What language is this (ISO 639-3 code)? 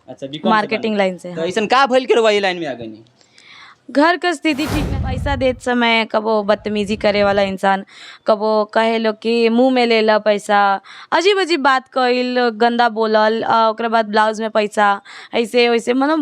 bho